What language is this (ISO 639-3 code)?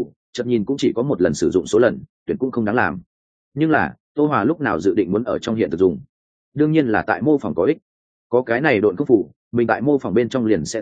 vie